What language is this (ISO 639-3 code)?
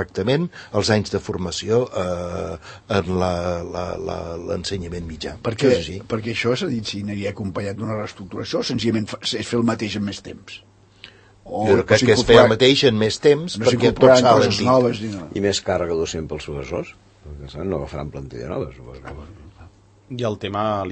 cat